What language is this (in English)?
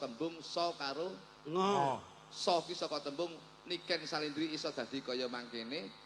Javanese